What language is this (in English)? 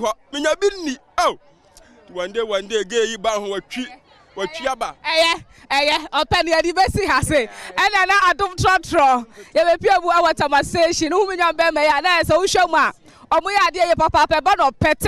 Akan